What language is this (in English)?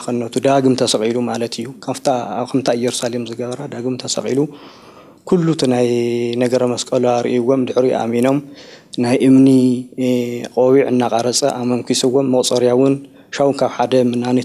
Tigrinya